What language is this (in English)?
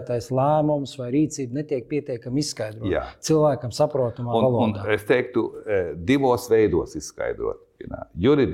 Latvian